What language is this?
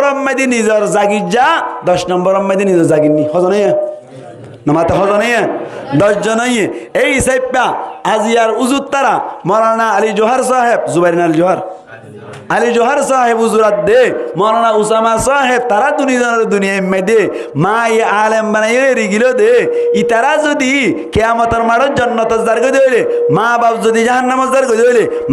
Rohingya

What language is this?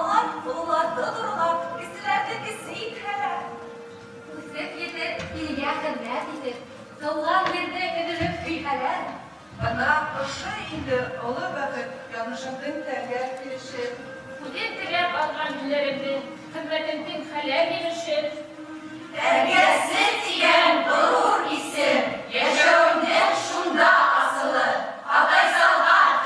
Bashkir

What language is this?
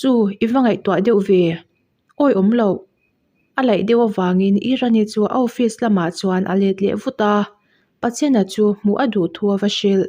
Mizo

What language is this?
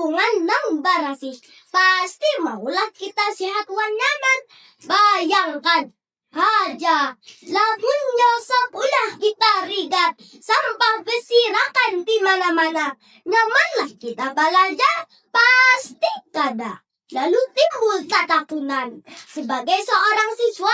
Banjar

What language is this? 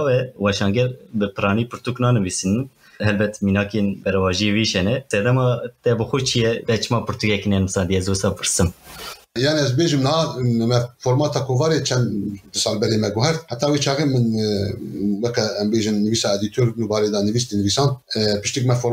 Kurdish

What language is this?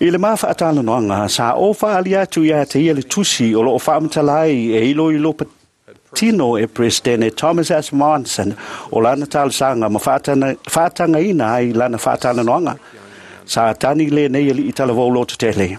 Samoan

